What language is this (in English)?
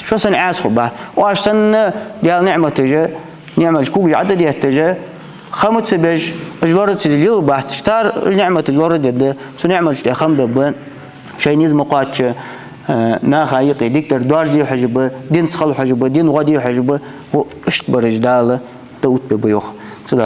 Ingush